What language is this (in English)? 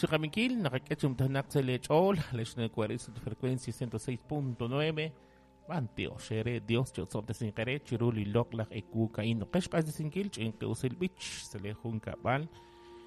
Kekchí